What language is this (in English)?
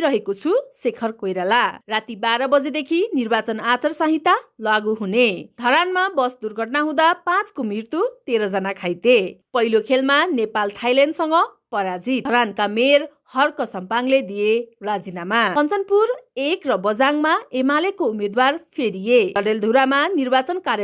Nepali